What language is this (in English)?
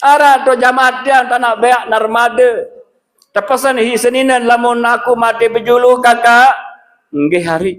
Sasak